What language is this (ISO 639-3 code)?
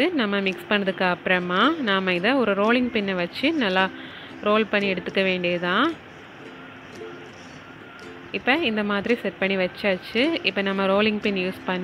tam